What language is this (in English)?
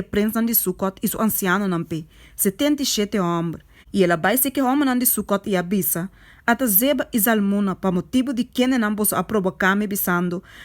Papiamento